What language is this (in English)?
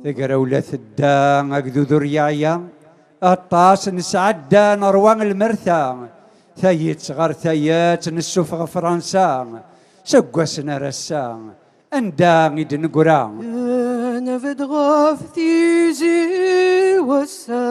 Kabyle